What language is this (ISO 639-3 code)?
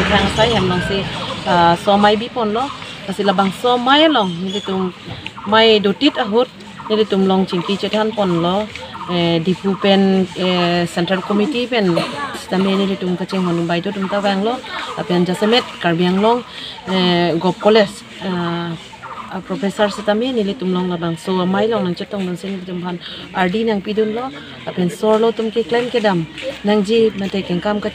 mjw